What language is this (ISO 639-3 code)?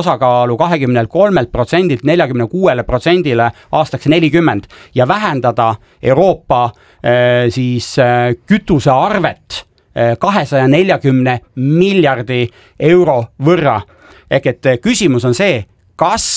est